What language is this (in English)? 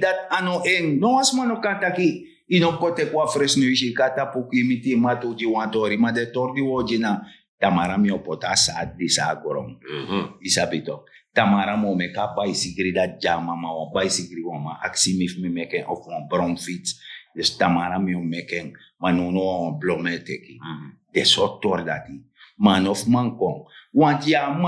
Sranan Tongo